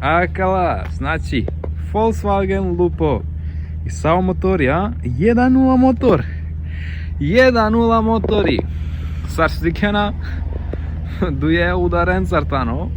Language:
Romany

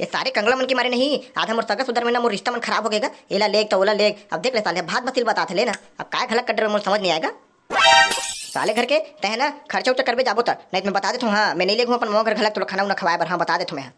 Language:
Chhattisgarhi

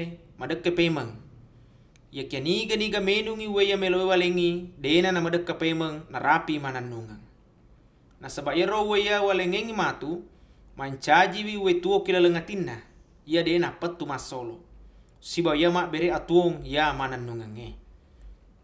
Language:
Buginese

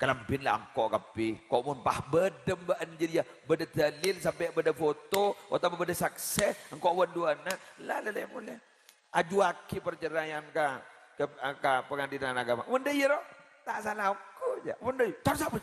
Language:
Madurese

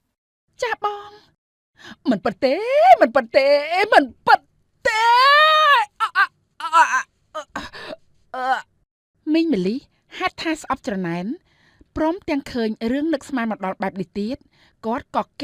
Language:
Khmer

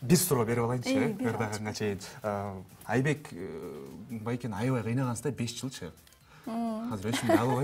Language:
Kyrgyz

